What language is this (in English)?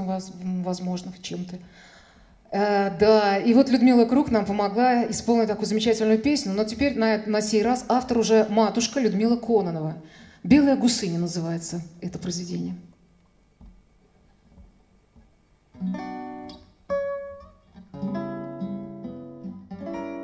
Russian